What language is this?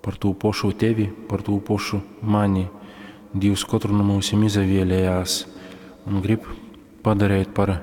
Latgalian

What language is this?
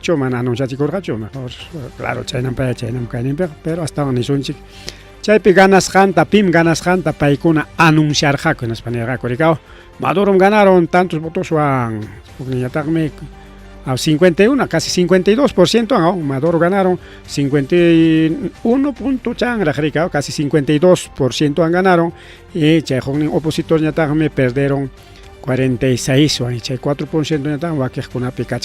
Ayacucho Quechua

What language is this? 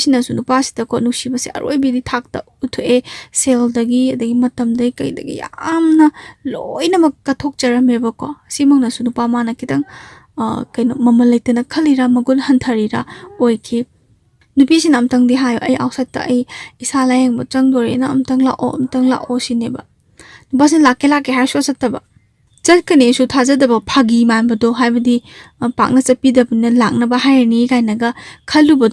Manipuri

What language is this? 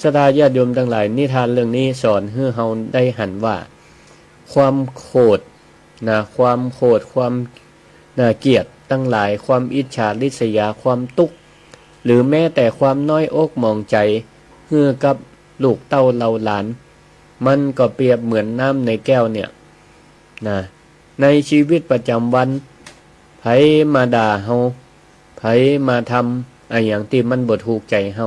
Northern Thai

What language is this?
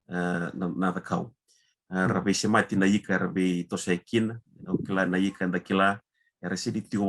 Fijian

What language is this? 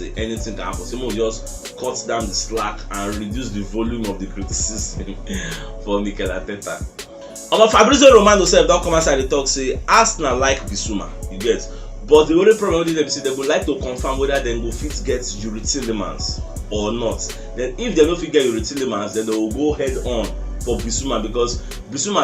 Nigerian Pidgin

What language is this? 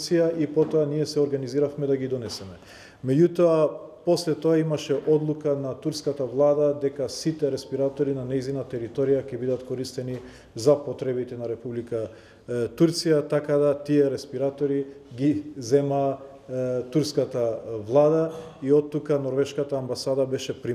Macedonian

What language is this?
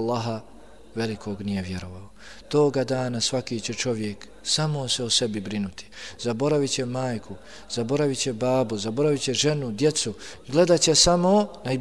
Bosnian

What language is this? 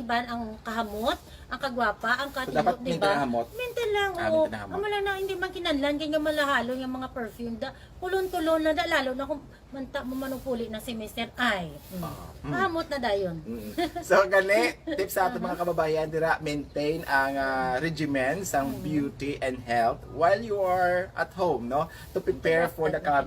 Hiligaynon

